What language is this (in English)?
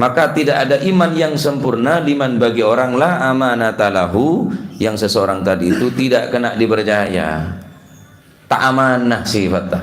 Madurese